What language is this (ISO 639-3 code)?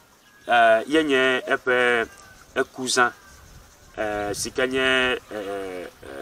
ewe